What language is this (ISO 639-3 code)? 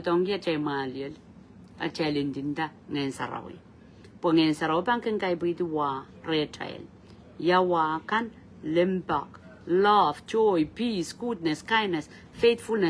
pon